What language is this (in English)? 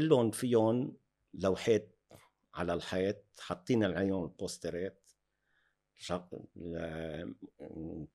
North Levantine Arabic